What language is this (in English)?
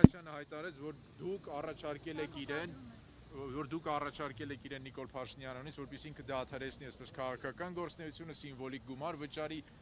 Armenian